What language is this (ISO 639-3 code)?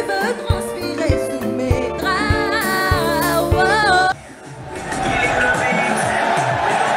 fra